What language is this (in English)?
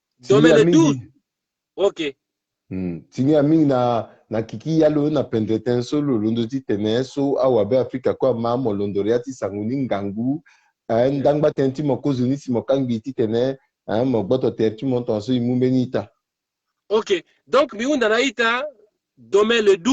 Sango